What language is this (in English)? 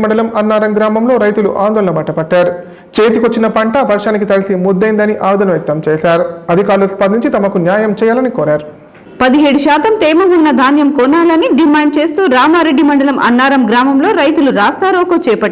Telugu